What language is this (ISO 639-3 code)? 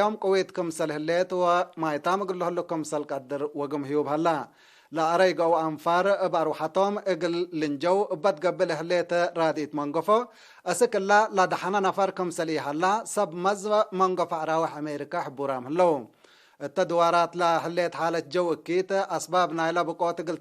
tig